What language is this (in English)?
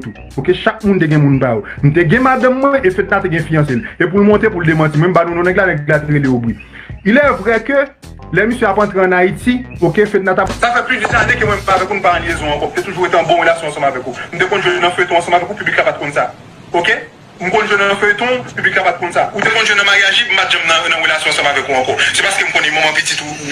Haitian Creole